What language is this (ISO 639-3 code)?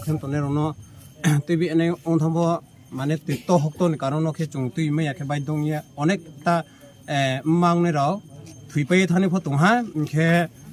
ria